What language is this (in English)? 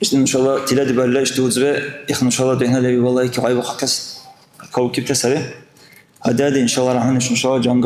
Dargwa